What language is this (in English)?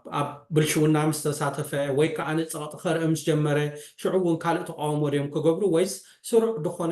Tigrinya